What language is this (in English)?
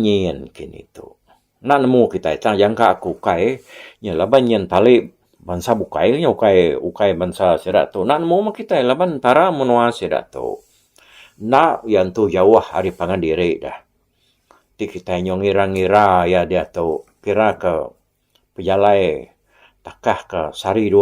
Iban